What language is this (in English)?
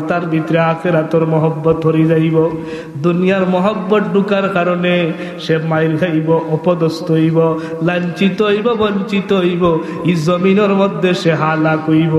Sylheti